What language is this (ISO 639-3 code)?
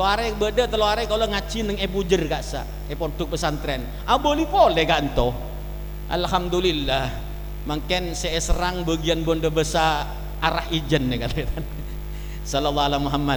mad